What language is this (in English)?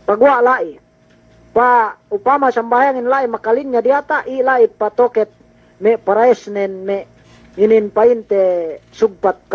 Yakan